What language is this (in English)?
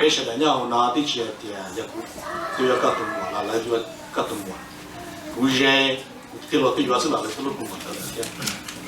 Hmong